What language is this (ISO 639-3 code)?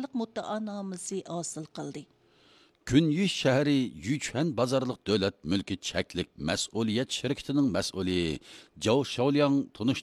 uig